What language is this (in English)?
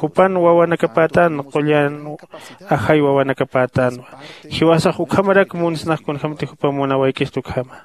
Aymara